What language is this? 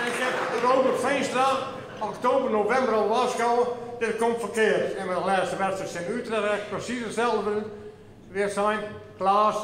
Western Frisian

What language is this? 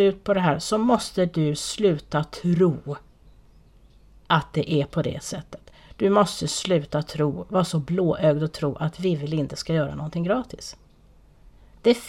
Swedish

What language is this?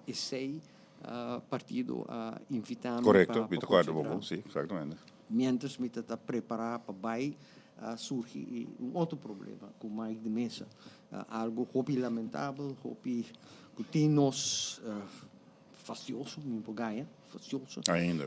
Papiamento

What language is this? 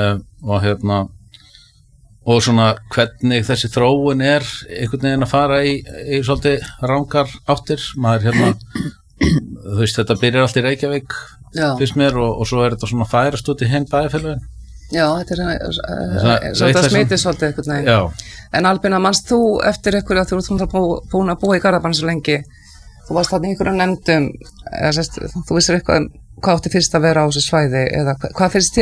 Icelandic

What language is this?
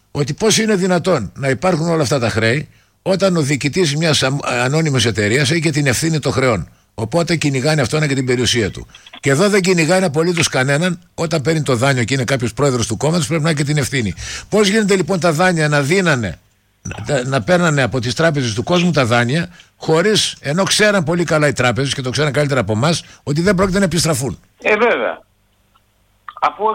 Greek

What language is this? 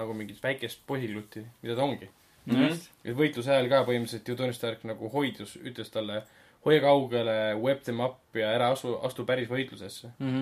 Estonian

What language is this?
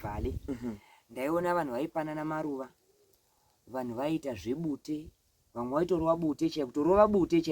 Shona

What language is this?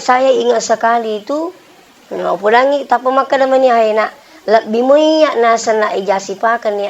Buginese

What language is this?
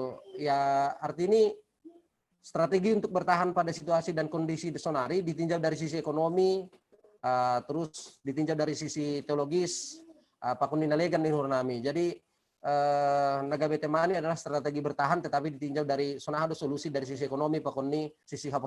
Batak Simalungun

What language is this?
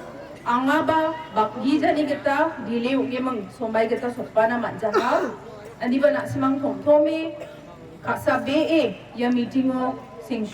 Garo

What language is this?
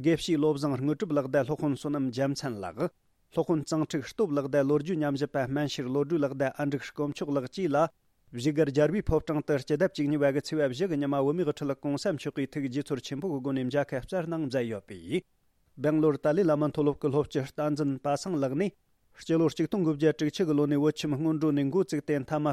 Tibetan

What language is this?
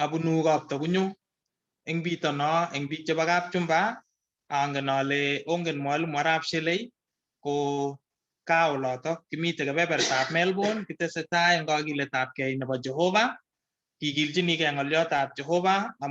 Kalenjin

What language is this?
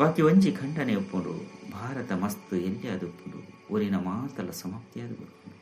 Tulu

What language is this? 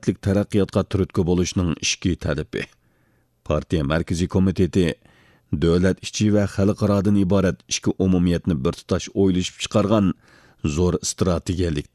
Uyghur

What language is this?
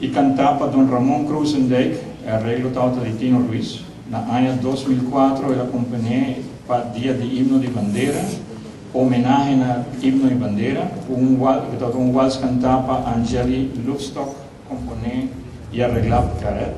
Papiamento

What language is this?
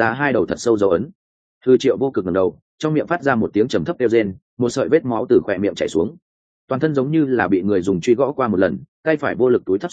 Vietnamese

